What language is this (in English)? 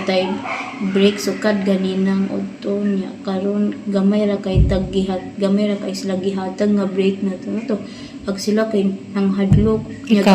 Cebuano